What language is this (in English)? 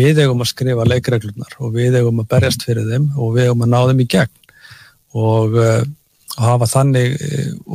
Icelandic